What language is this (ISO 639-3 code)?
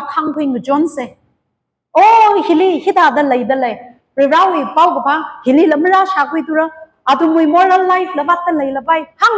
nmf